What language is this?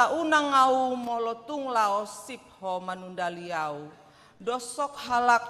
Batak Toba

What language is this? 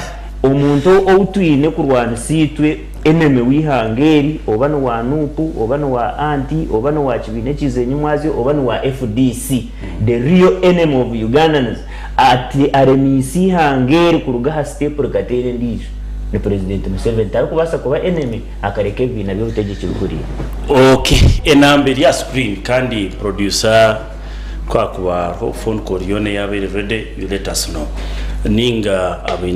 Nyankole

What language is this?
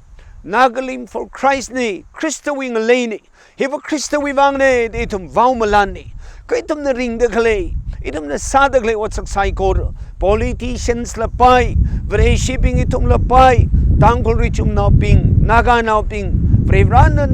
Tangkhul Naga (India)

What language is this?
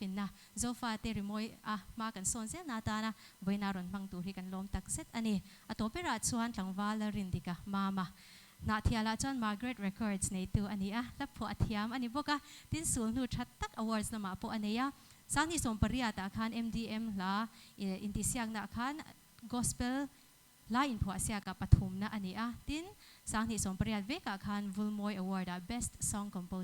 Mizo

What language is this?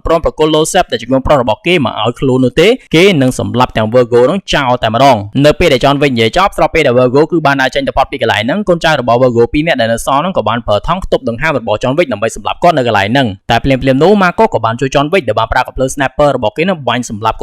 Khmer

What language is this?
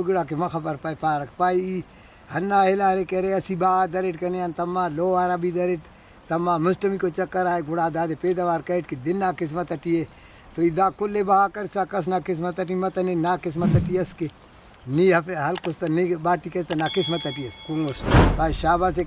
Brahui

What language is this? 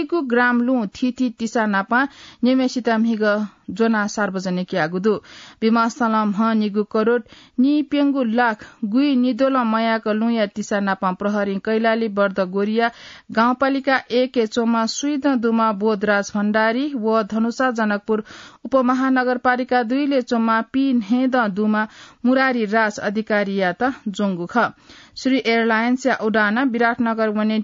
Newari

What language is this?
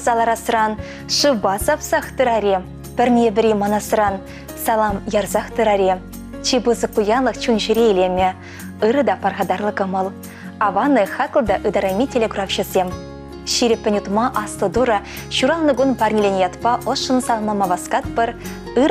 Chuvash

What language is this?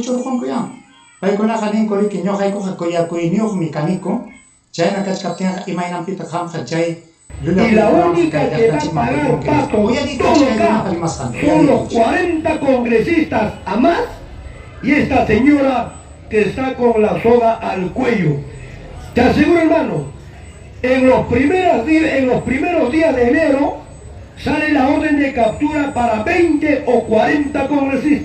Ayacucho Quechua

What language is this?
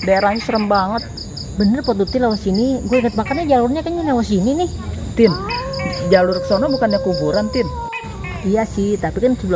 Betawi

